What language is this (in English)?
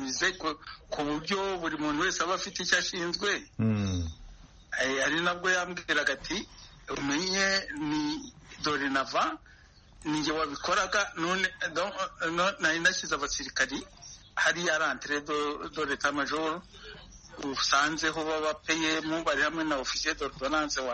Kinyarwanda